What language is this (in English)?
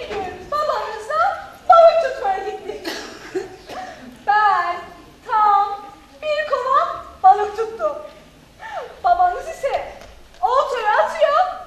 Turkish